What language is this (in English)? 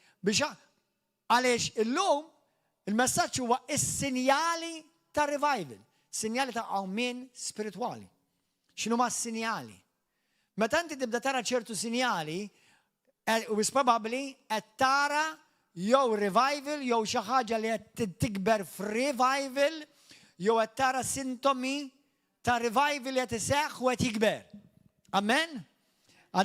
Maltese